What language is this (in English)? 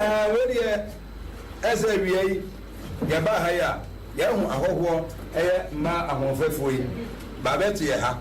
Akan